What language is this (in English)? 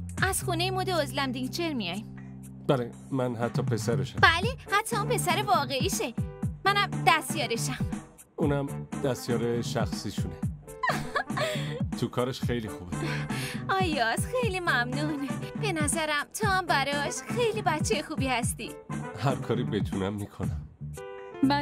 Persian